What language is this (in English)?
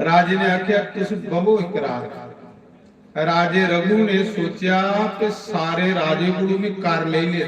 Dogri